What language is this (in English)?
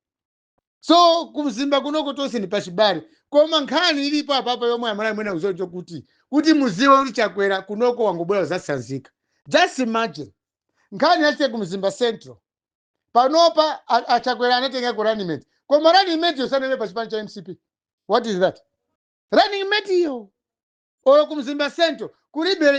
Nyanja